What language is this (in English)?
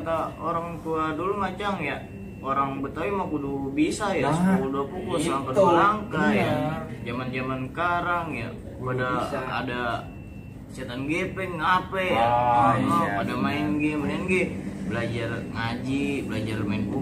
Betawi